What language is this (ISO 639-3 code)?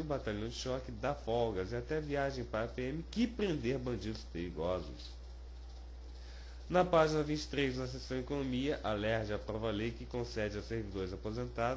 por